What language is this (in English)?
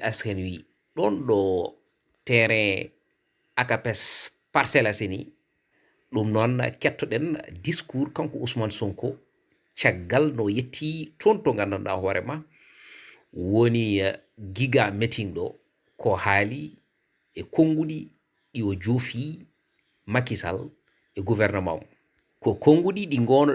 Fula